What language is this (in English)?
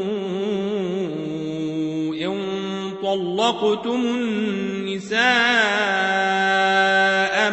Arabic